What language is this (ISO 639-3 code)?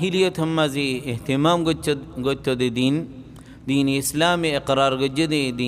rhg